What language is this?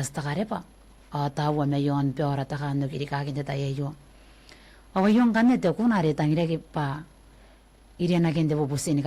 Gilbertese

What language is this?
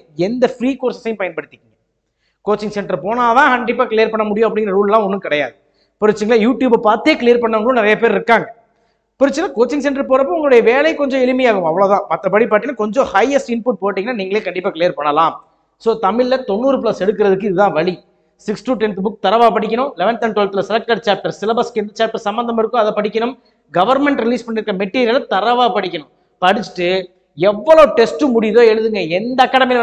Tamil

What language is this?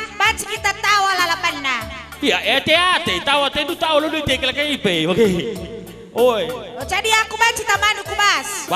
Batak Karo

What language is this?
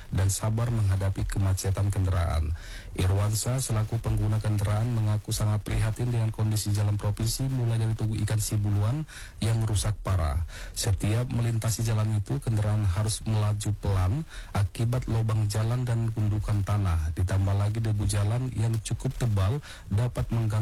Indonesian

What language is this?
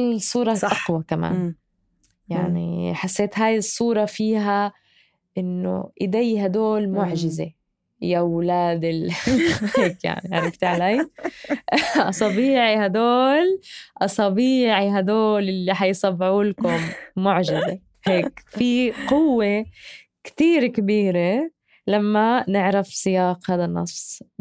North Levantine Arabic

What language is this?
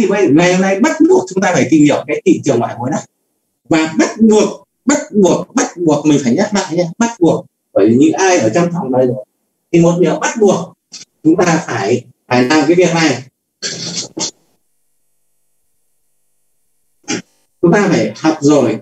Vietnamese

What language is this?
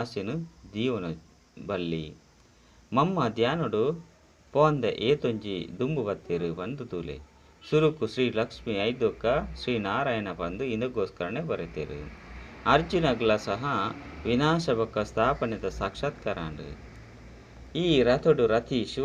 Tulu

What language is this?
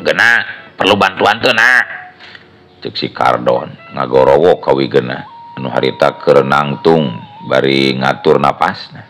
Sundanese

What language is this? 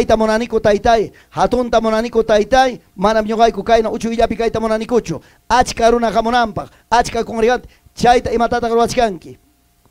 Ayacucho Quechua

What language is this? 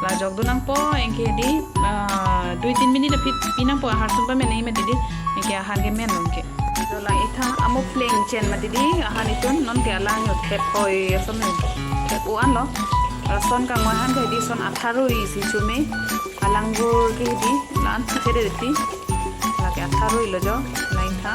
Karbi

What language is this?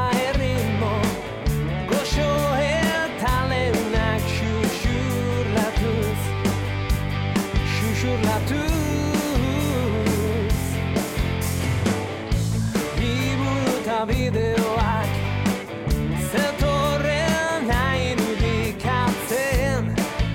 Basque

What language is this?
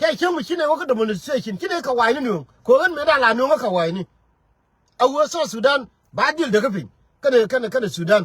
Nuer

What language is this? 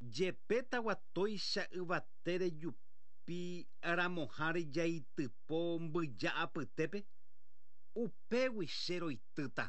Guarani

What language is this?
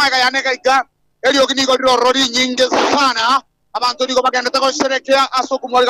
Gusii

